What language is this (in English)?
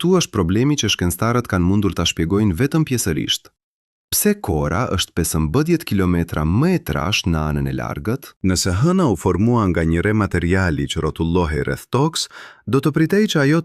Albanian